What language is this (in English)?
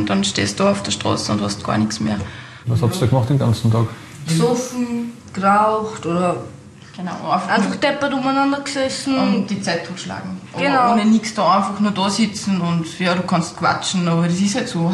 German